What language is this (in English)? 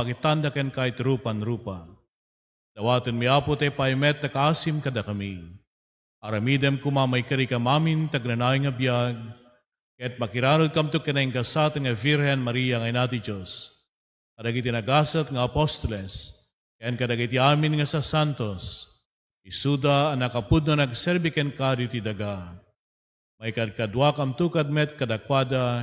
Iloko